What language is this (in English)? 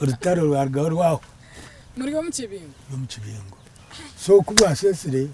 Nyankole